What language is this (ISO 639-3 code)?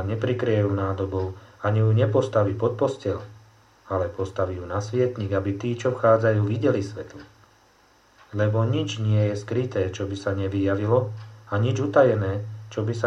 slk